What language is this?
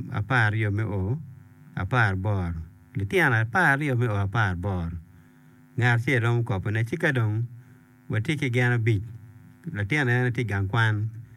Acoli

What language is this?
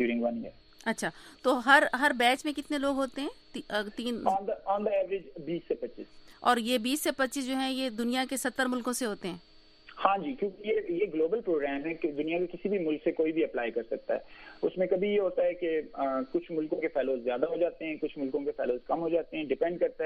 Urdu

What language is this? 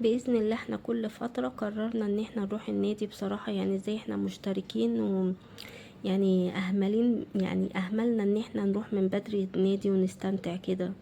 Egyptian Arabic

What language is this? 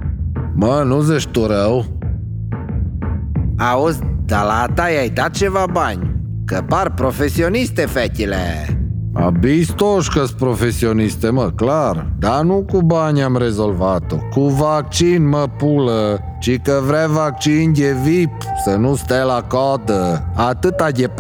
Romanian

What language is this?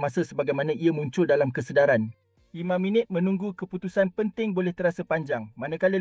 Malay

